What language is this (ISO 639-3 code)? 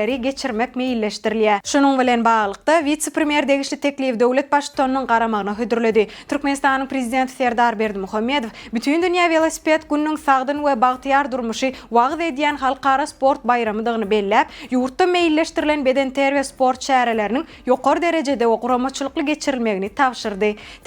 tuk